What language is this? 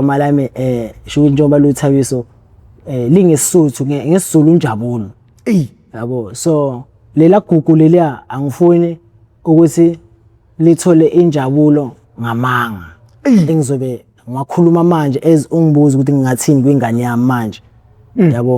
Zulu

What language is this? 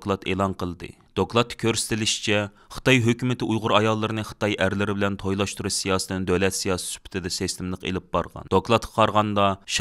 Uyghur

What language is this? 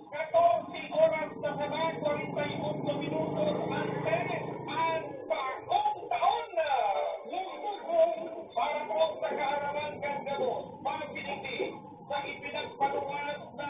Bikol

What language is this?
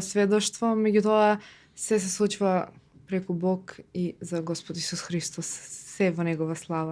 Macedonian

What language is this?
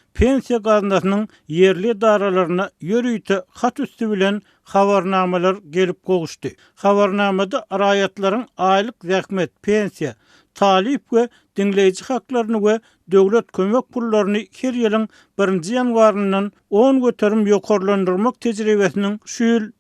Turkmen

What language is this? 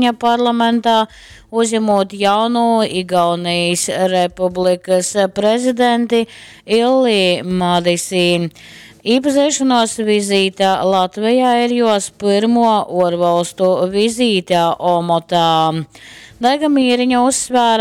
Latgalian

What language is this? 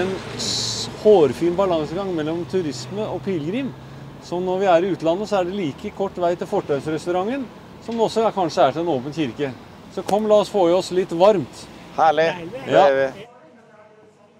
Norwegian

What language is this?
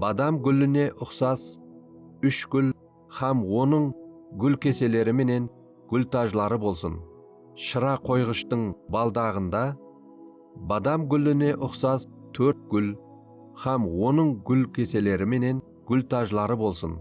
Kara-Kalpak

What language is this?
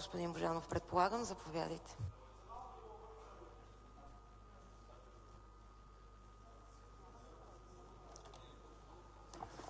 Bulgarian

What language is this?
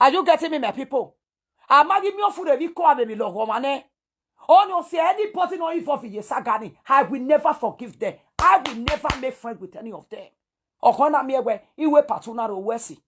Nigerian Pidgin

